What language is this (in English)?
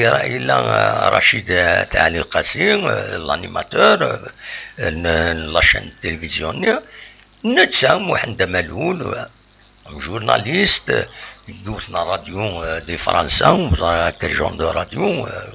Kabyle